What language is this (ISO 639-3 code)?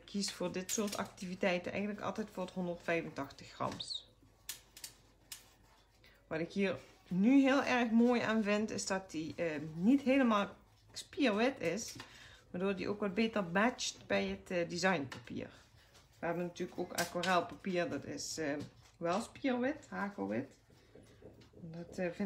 nld